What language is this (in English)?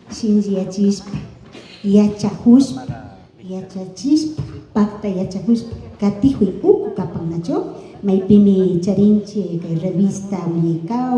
Imbabura Highland Quichua